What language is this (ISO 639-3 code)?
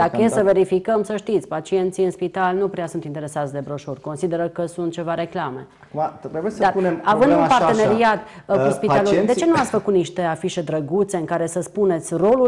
ron